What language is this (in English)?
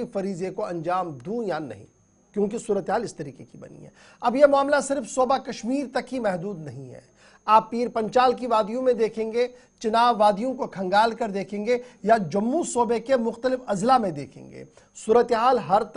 Urdu